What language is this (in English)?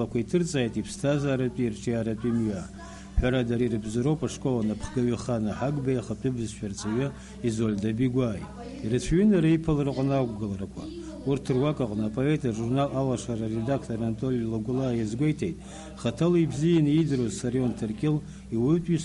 Abkhazian